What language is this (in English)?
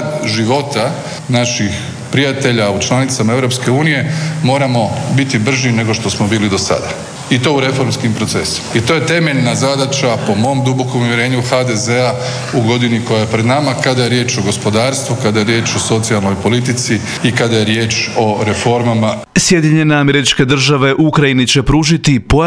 Croatian